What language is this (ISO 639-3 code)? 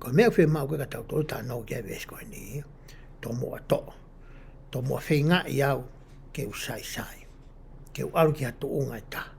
ton